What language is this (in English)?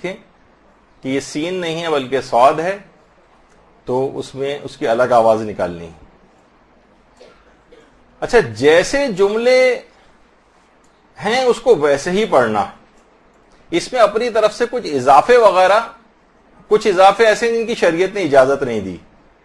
Urdu